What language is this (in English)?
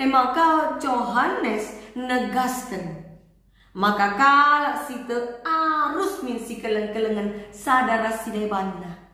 Batak Karo